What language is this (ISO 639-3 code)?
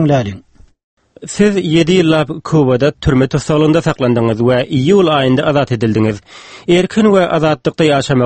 tuk